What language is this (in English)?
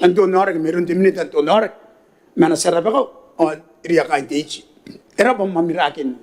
Gilbertese